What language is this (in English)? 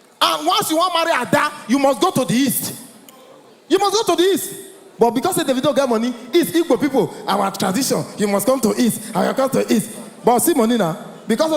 Nigerian Pidgin